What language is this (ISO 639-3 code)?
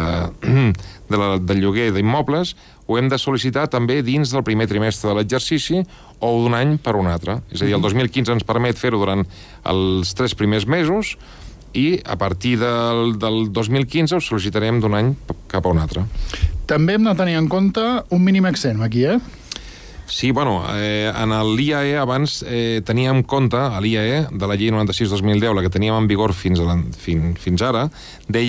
cat